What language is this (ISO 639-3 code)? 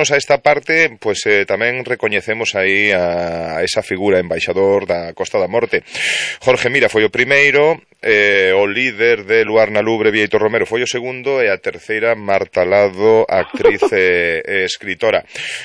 glg